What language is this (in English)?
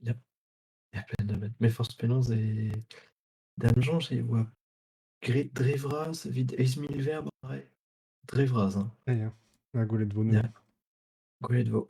Breton